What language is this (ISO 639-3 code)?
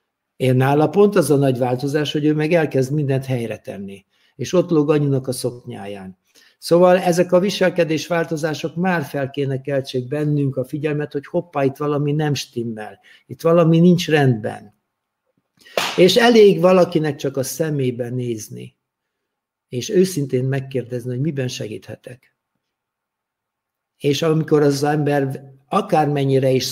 hun